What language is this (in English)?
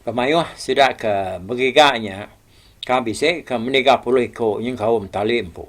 Iban